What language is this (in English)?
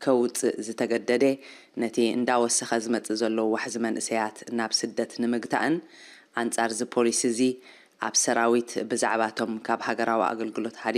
Tigrinya